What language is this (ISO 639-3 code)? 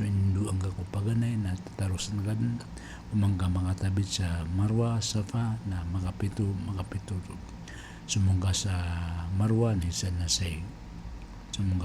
mrw